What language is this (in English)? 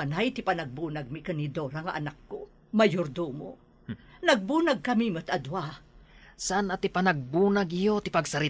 Iloko